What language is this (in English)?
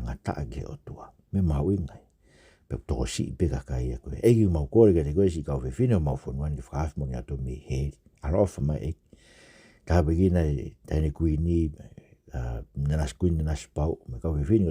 Tongan